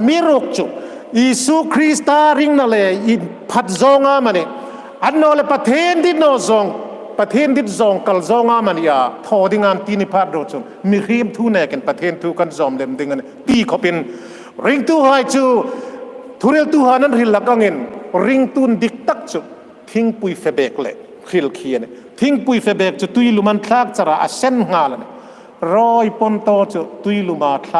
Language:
Hmar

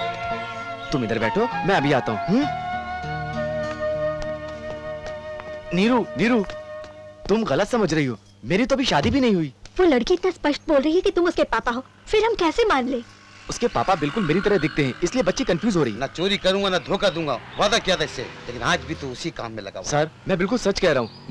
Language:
Hindi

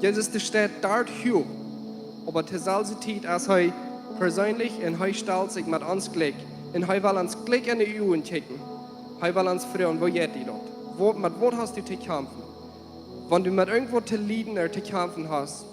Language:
Plautdietsch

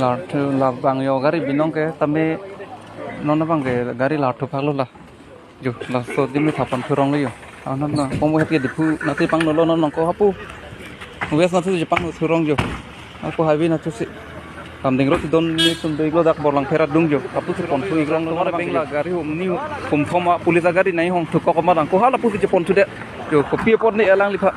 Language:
Karbi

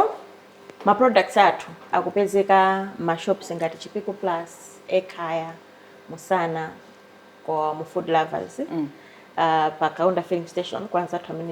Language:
Nyanja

